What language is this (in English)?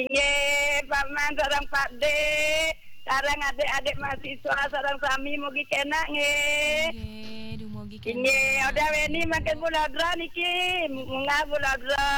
Balinese